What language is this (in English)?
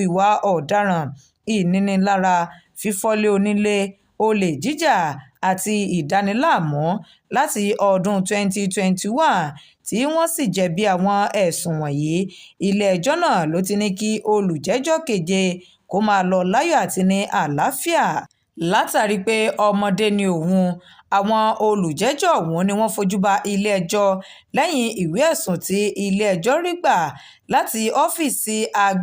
Yoruba